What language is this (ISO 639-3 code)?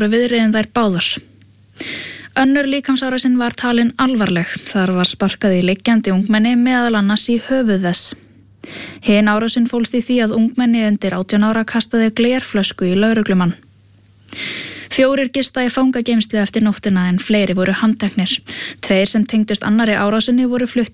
isl